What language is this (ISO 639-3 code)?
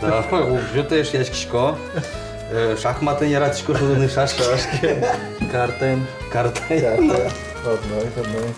udm